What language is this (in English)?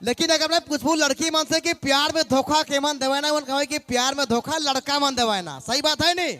Sadri